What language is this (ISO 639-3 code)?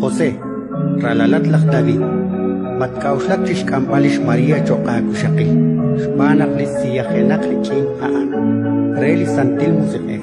kek